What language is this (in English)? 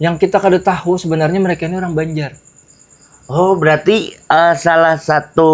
Banjar